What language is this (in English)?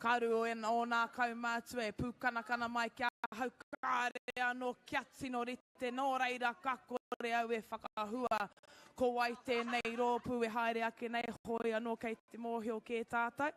Māori